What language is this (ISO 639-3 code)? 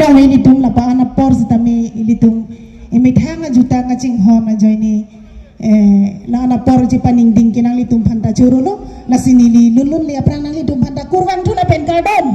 mjw